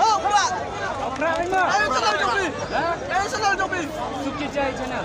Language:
Khasi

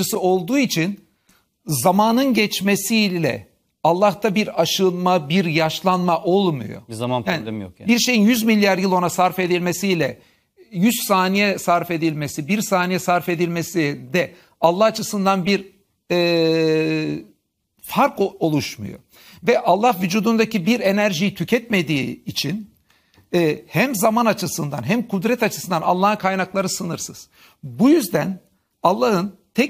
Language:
Turkish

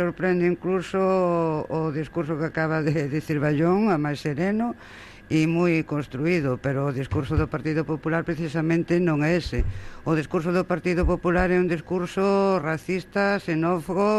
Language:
Galician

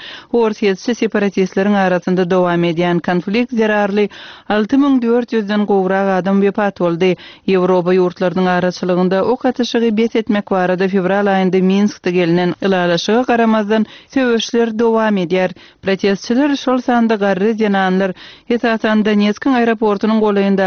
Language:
Turkmen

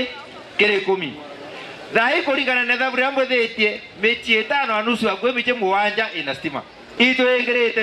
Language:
Meru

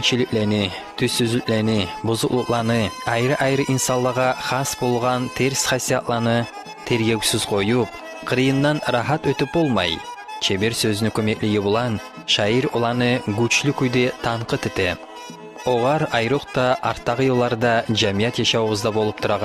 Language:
Kumyk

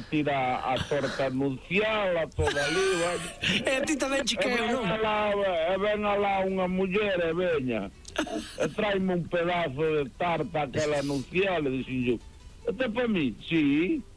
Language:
Galician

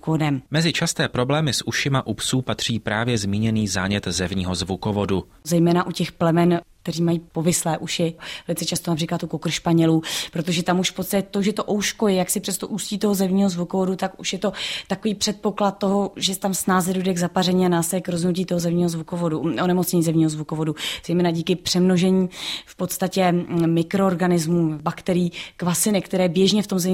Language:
Czech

